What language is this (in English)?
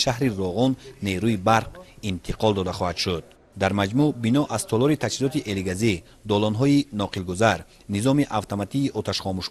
Tajik